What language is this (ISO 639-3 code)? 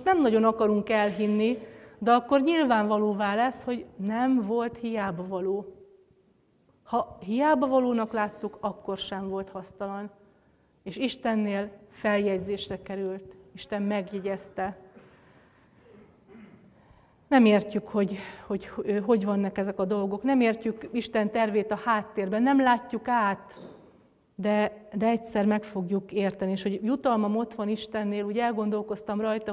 hun